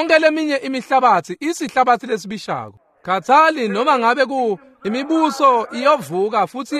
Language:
Swati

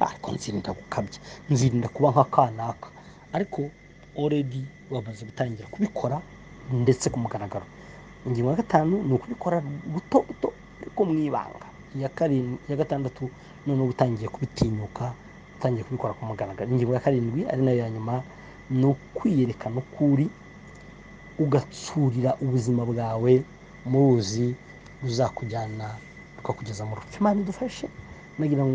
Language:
Kinyarwanda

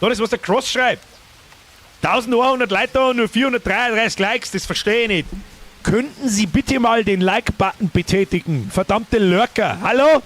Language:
Bavarian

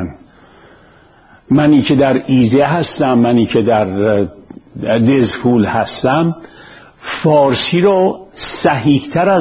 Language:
Persian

